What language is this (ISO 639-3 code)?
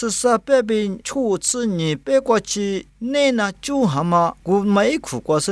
lis